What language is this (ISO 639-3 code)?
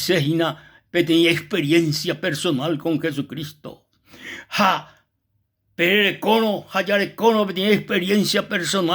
grn